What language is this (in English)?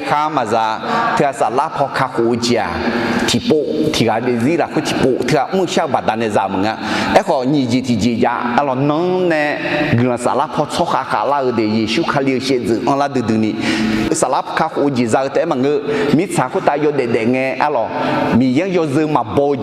Akha